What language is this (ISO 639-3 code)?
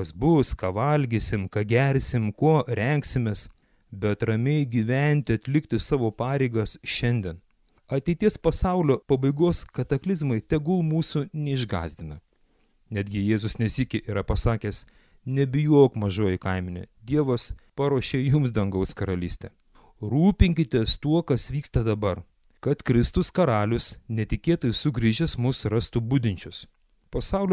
lit